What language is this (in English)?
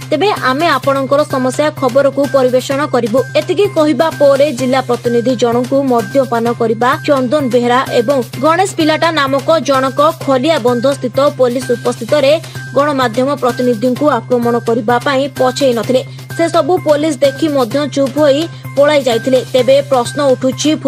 Odia